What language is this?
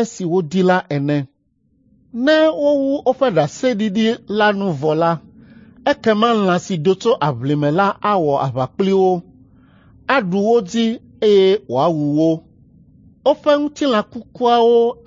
Ewe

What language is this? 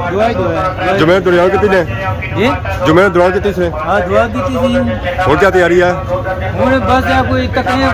Pahari-Potwari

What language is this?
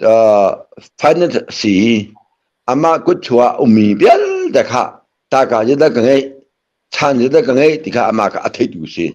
Hakha Chin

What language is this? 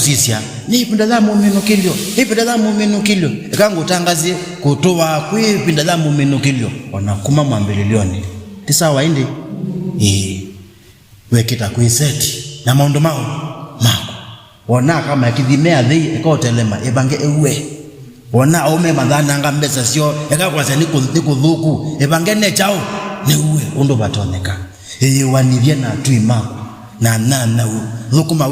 Kamba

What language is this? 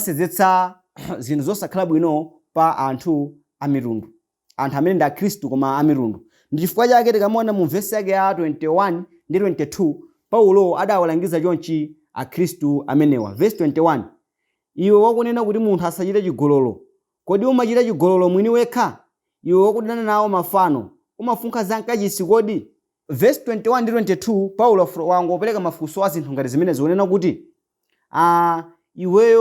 Nyanja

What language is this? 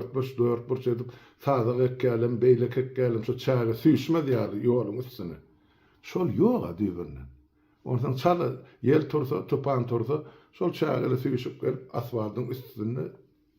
Turkmen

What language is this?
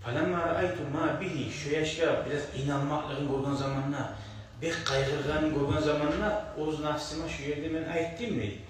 Kumyk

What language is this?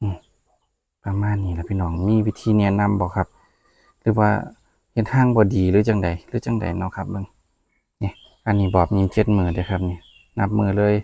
Northeastern Thai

